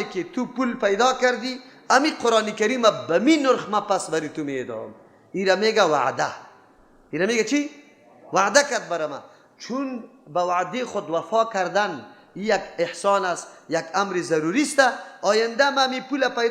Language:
Persian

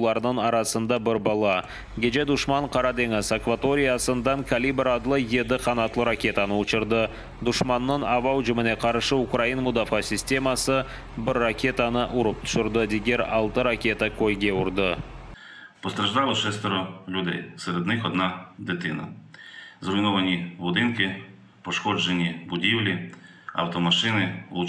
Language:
Crimean Tatar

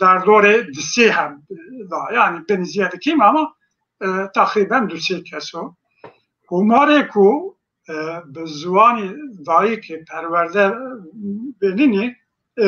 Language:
Zaza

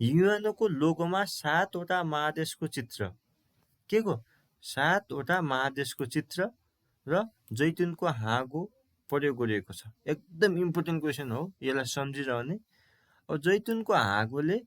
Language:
Nepali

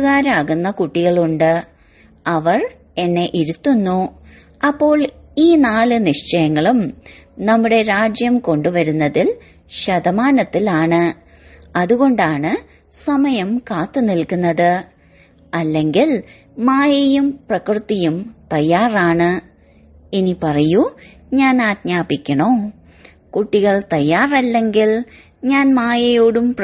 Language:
Malayalam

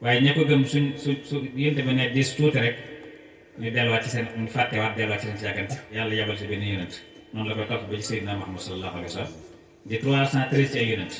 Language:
Wolof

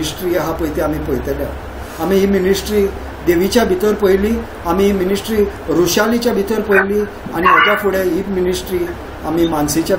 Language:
Konkani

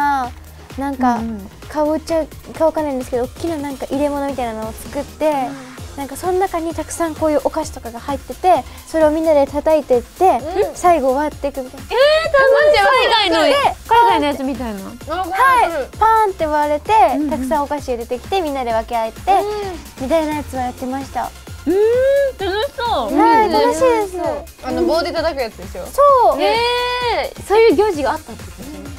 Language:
Japanese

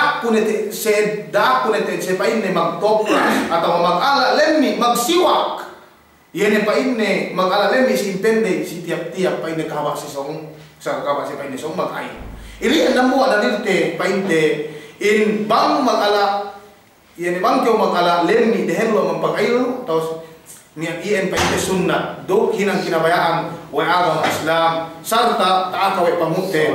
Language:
Yakan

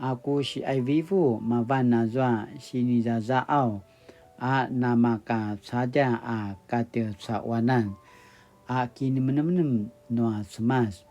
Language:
Paiwan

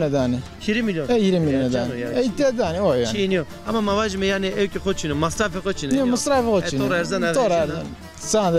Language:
Zaza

